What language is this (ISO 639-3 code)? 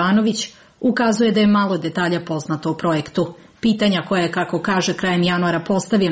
srp